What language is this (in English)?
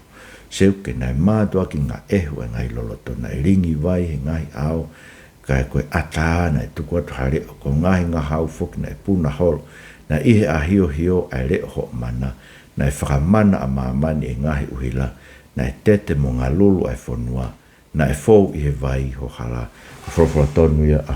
Tongan